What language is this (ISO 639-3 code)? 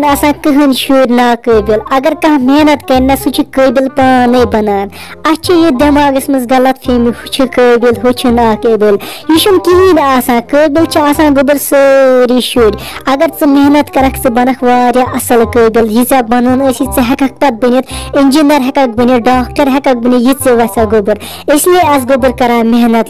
kas